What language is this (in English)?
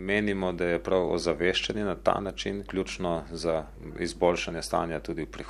Slovenian